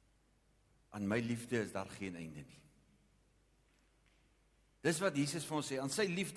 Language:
Afrikaans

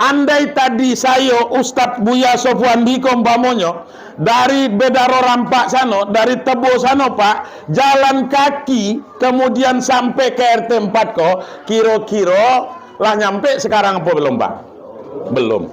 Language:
Minangkabau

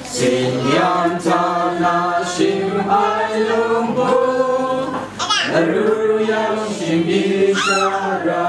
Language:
Kachin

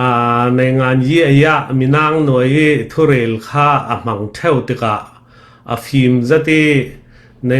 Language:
Falam Chin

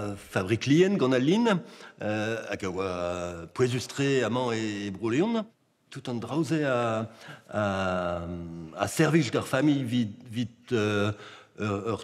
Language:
Breton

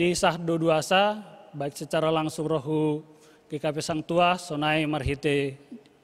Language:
Batak Simalungun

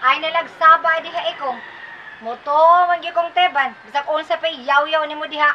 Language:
Cebuano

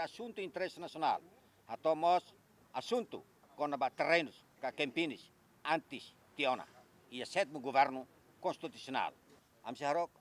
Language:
Tetum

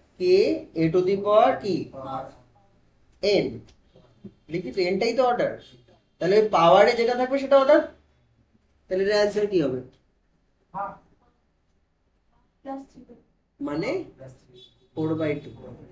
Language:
Bangla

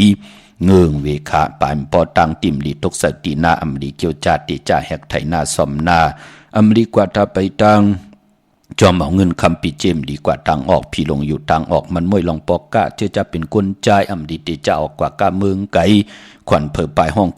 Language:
Shan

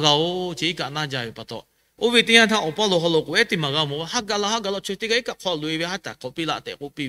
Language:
Lahu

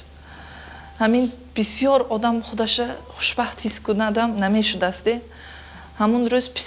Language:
Tajik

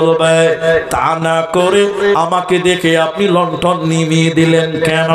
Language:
Bangla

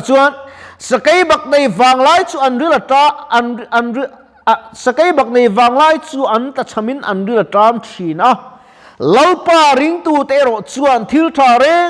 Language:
Mizo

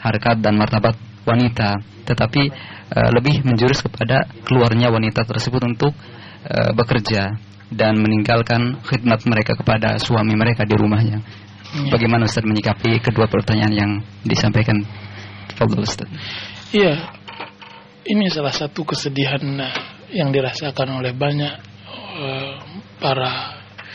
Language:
Indonesian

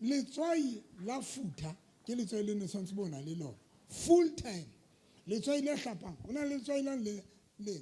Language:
Southern Sotho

